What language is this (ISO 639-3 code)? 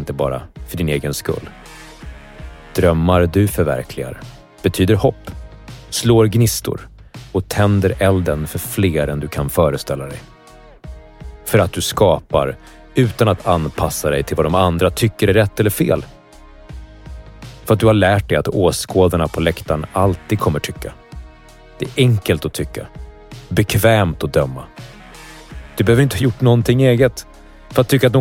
swe